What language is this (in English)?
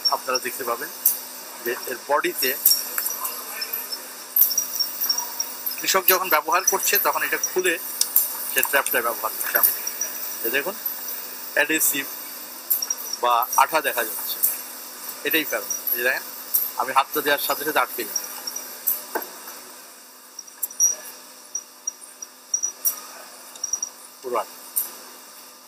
Bangla